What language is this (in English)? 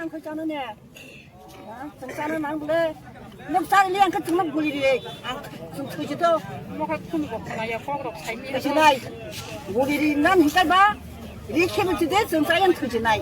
Kok Borok